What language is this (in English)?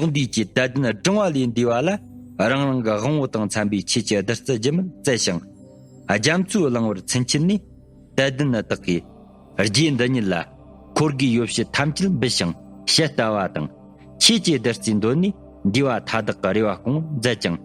Tibetan